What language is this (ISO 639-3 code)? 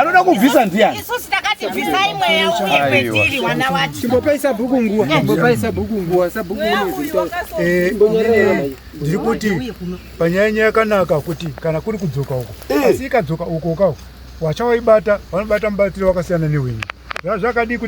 sna